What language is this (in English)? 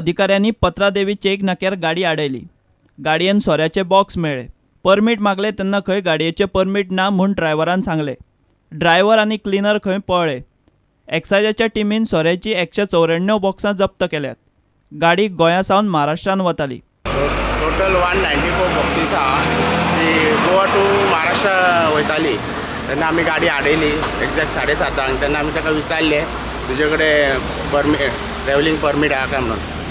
Konkani